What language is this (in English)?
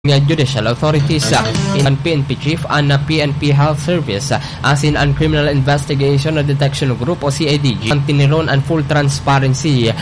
Bikol